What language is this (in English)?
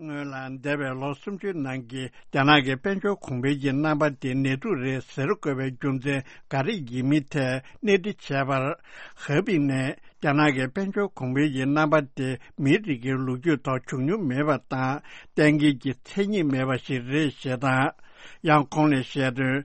Tibetan